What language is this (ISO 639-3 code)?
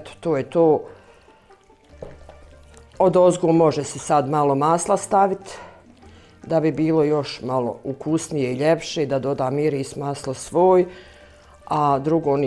bos